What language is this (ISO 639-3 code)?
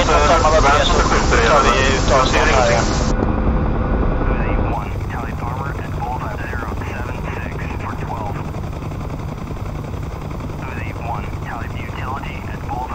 swe